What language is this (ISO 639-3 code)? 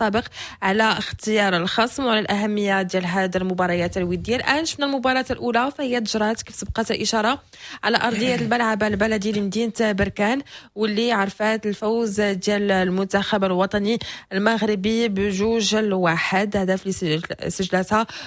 ary